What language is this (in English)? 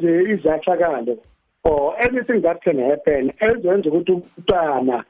South Ndebele